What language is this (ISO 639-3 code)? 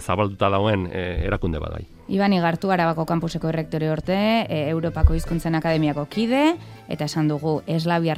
eus